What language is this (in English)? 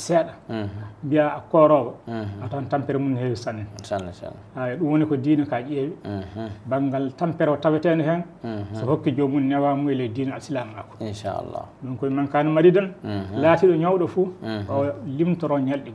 Fula